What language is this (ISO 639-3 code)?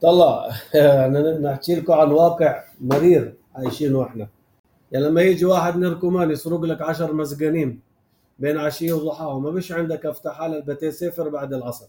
apc